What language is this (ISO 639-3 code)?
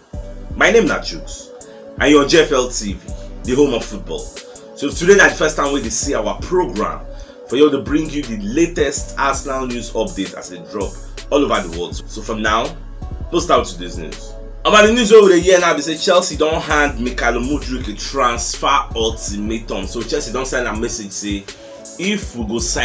pcm